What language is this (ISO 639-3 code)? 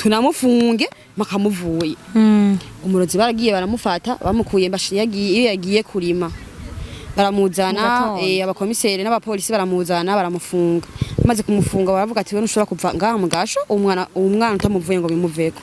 run